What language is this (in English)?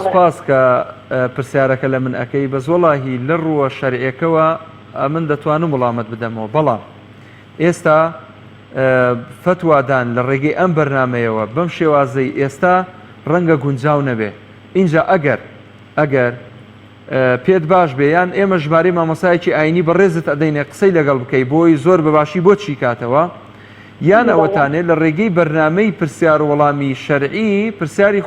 Central Kurdish